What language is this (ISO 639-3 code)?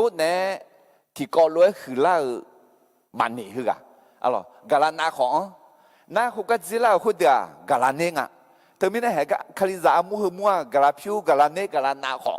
ahk